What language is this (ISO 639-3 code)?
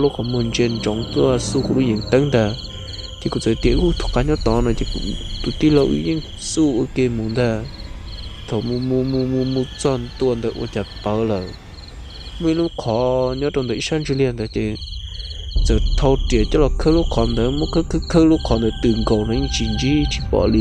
hmn